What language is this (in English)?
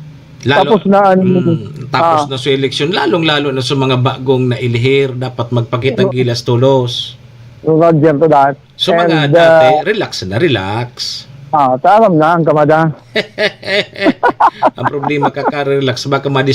Bikol